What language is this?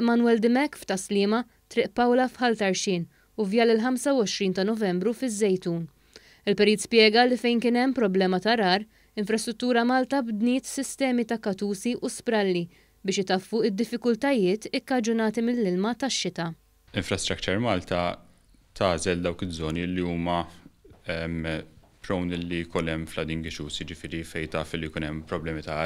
Maltese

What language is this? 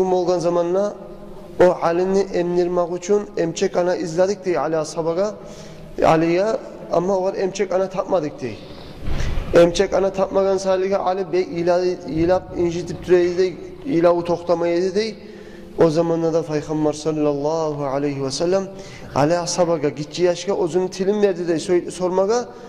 Kumyk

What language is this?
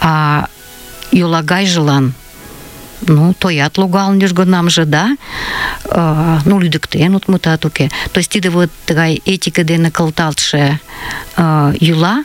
Mari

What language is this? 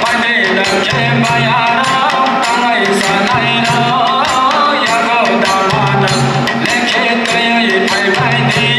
Kok Borok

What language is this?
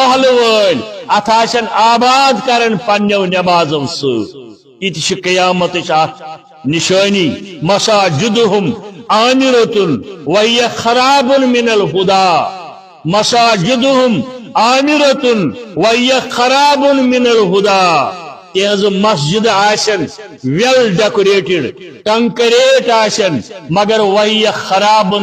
Kashmiri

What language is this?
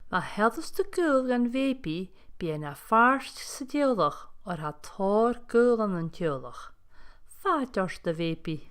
Scottish Gaelic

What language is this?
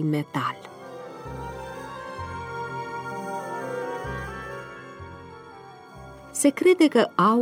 Romanian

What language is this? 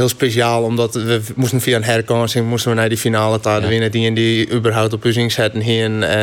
Western Frisian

